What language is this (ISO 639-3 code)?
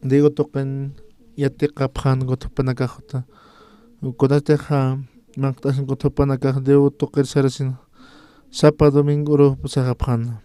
aym